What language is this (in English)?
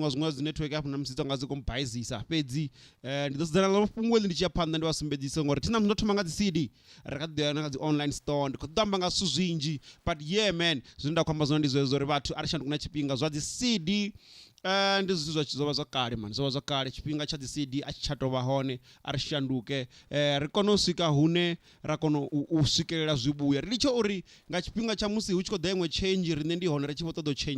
Venda